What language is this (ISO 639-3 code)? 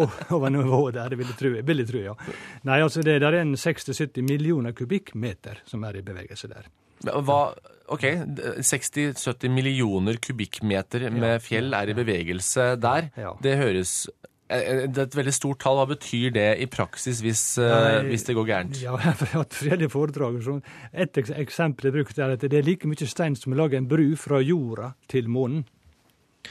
nor